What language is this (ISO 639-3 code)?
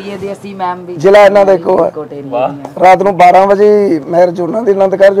pan